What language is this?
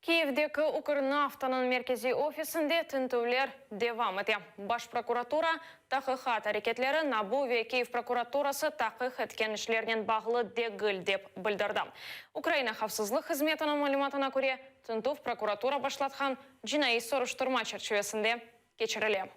Crimean Tatar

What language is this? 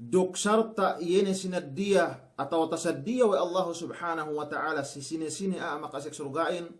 Yakan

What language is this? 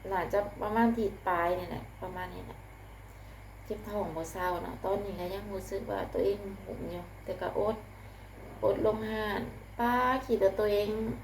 Lao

